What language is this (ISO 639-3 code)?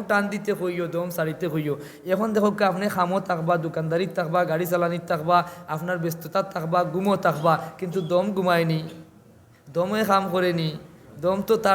syl